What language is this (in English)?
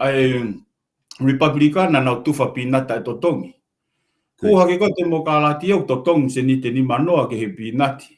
Tongan